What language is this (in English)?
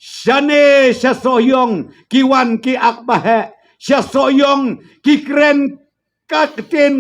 Khasi